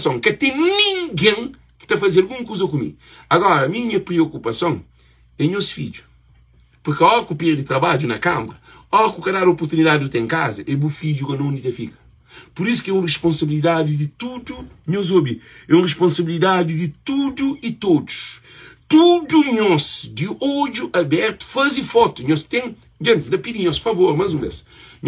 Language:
Kabuverdianu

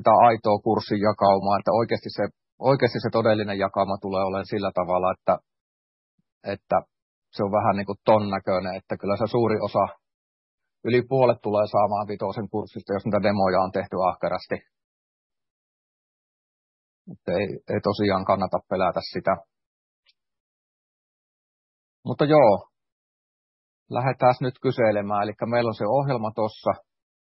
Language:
Finnish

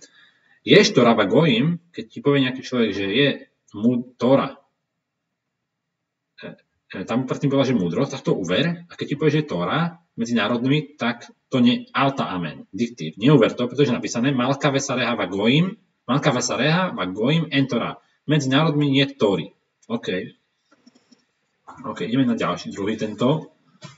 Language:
Slovak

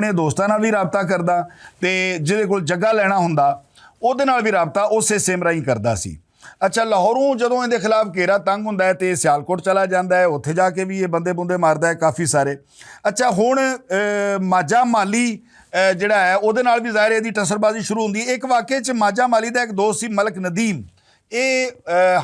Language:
Western Panjabi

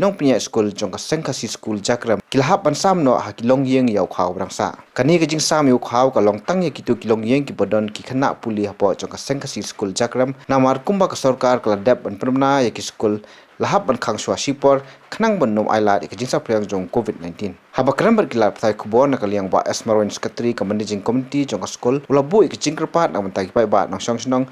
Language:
Khasi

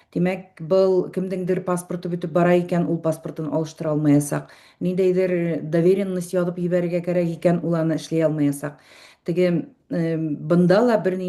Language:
Bashkir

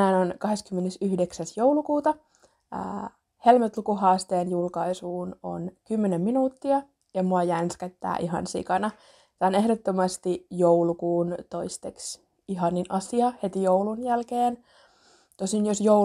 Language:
Finnish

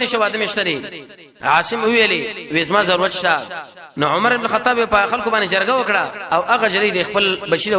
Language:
Pashto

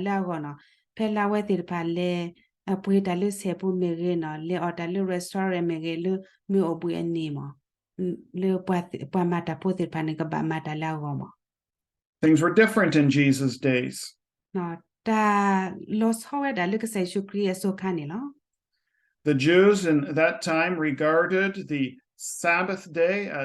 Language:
S'gaw Karen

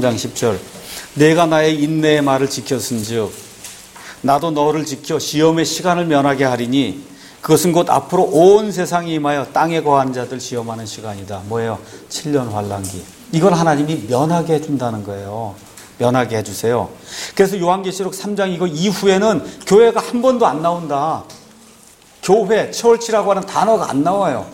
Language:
Korean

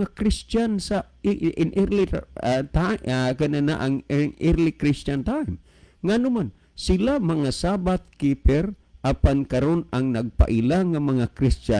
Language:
Cebuano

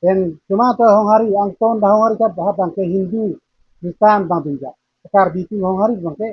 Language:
Karbi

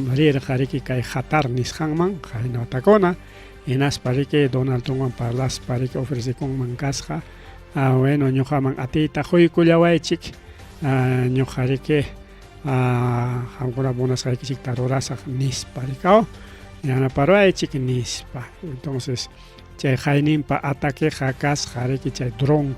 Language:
Ayacucho Quechua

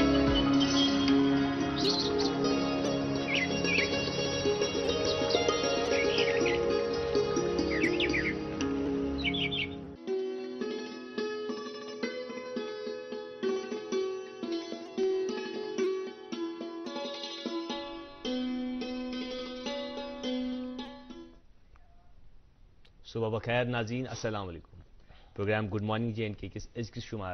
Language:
Urdu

